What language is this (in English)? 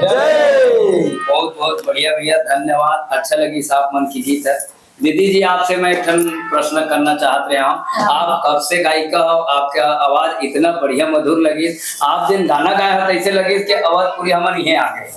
Chhattisgarhi